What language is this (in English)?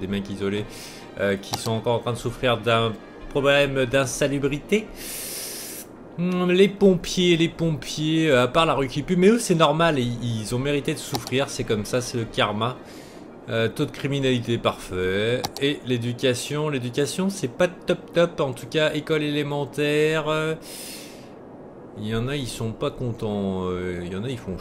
French